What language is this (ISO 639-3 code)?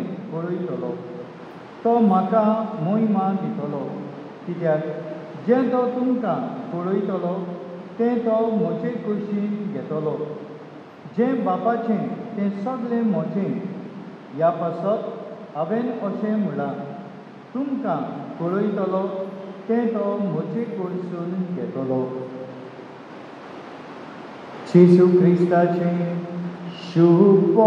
kok